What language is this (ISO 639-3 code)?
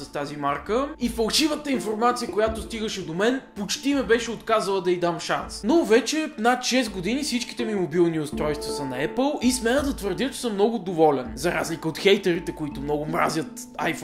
bul